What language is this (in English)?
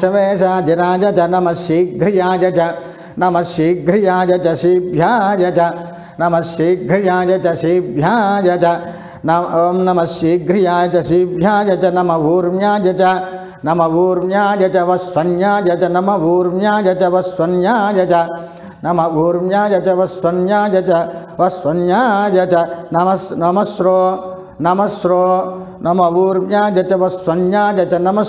Sanskrit